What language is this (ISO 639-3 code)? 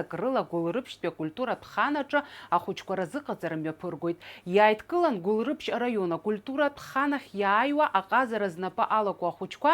abk